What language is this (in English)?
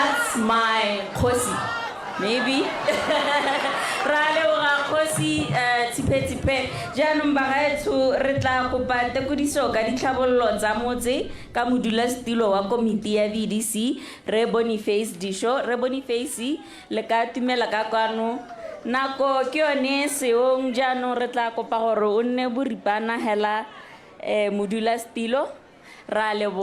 Tswana